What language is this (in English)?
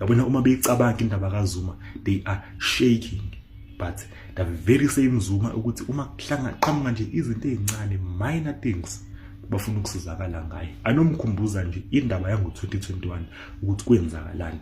Zulu